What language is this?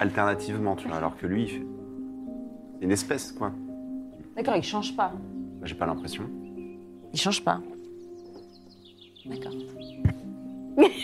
French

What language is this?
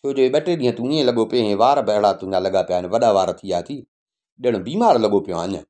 Sindhi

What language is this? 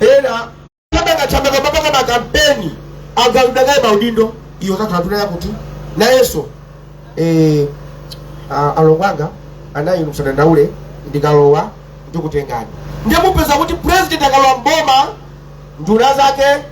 Nyanja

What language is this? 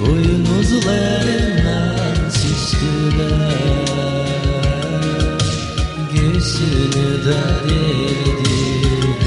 Gagauz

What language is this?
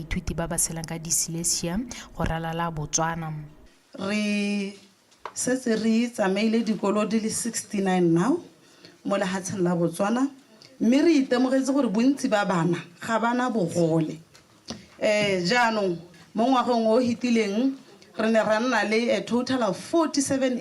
Tswana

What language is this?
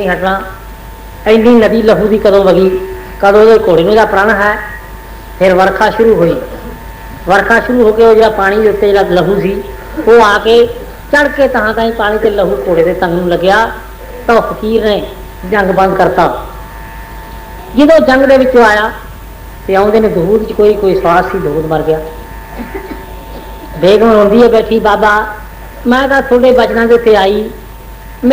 Punjabi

